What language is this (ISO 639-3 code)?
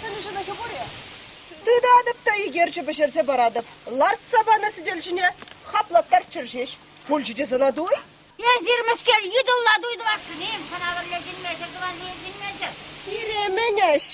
chv